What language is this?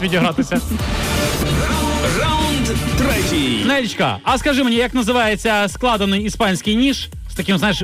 Ukrainian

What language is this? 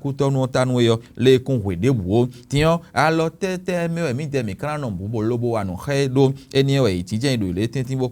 Fon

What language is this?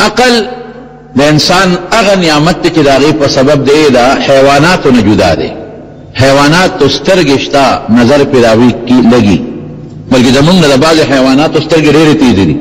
Pashto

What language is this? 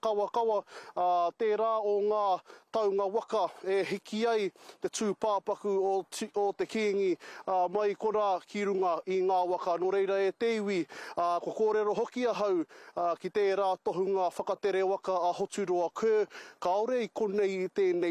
Māori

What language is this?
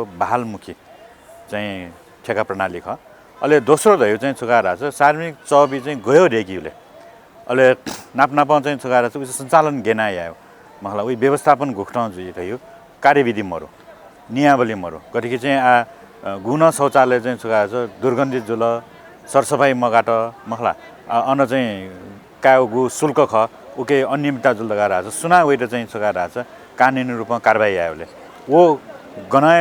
Newari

